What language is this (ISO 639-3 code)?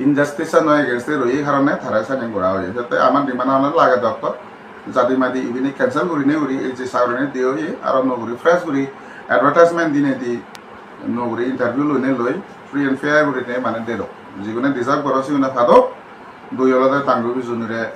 ccp